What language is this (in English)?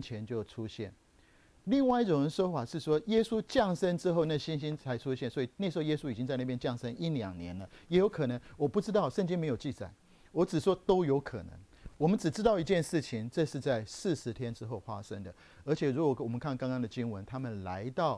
Chinese